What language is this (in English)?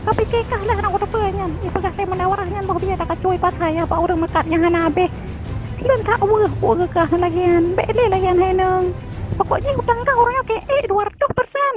Achinese